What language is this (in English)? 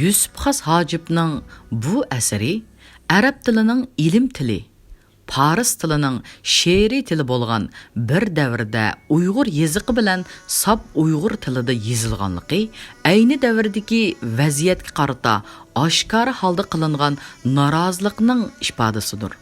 Uyghur